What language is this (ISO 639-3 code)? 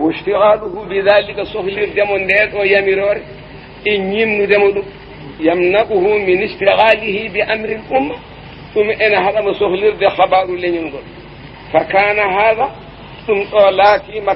ful